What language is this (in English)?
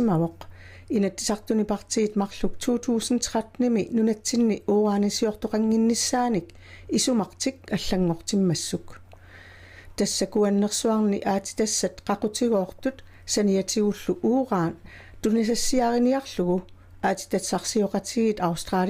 Kalaallisut